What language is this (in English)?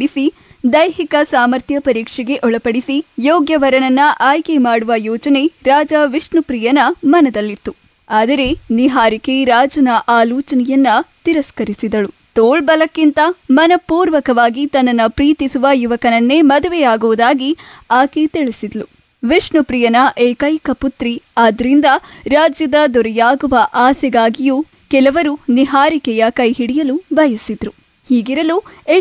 Kannada